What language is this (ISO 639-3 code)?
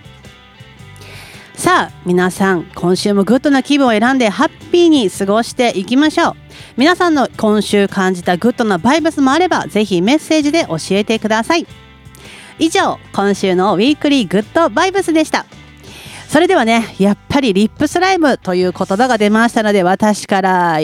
jpn